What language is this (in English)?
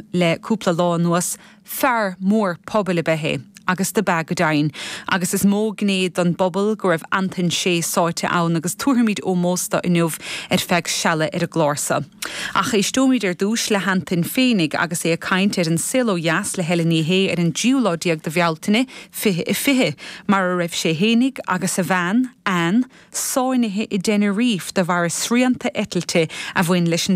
Irish